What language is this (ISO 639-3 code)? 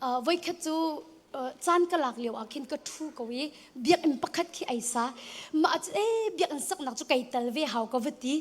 cnh